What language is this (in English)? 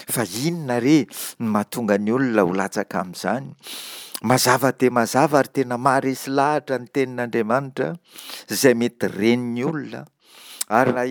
Malagasy